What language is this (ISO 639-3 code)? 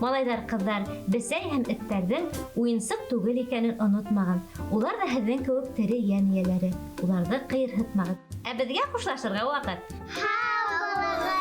bak